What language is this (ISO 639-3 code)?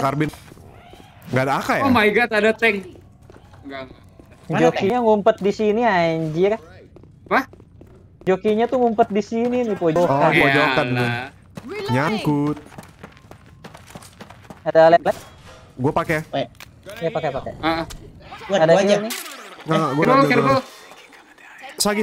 ind